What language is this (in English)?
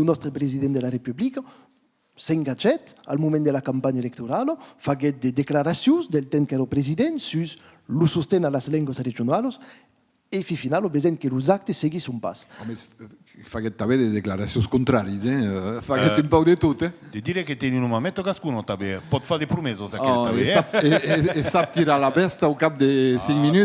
Occitan